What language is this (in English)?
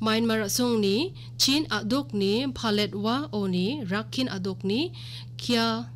Garo